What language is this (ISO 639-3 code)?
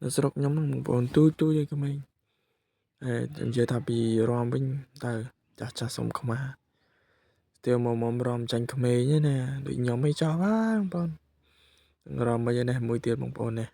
khm